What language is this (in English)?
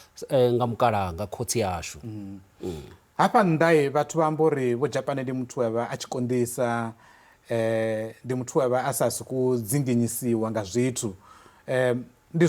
Venda